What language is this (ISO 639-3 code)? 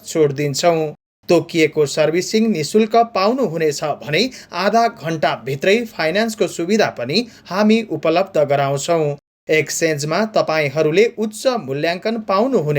nep